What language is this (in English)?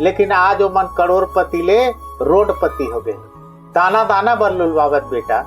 Chhattisgarhi